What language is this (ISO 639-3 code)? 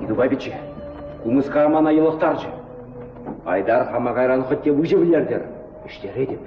chv